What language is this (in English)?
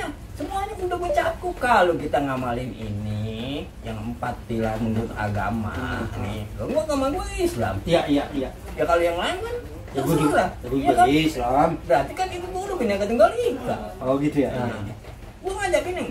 Betawi